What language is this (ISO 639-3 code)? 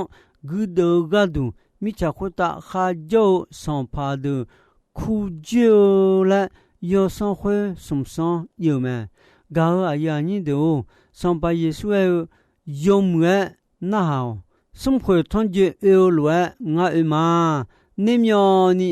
ahk